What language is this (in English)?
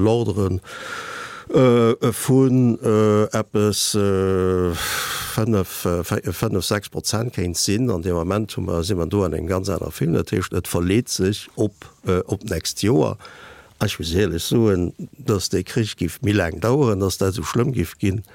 Luxembourgish